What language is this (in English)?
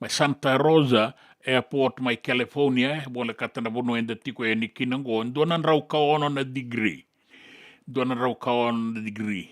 Fijian